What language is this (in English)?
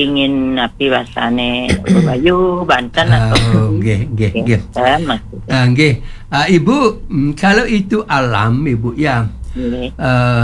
Balinese